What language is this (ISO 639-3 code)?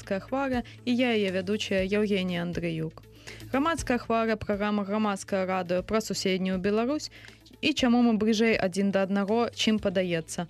bel